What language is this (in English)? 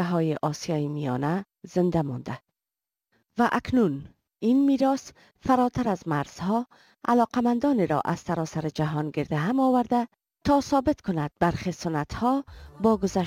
Persian